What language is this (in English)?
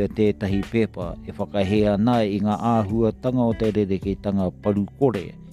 Māori